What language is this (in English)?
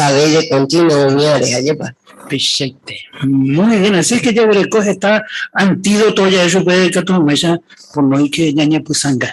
Guarani